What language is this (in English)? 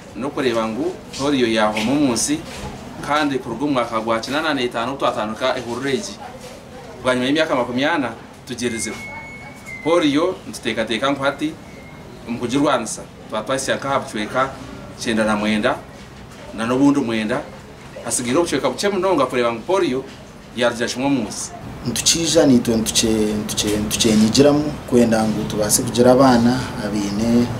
Nyankole